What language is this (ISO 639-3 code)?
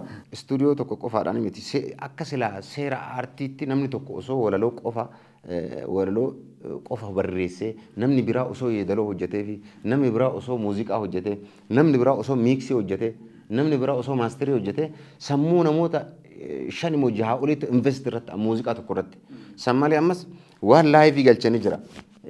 orm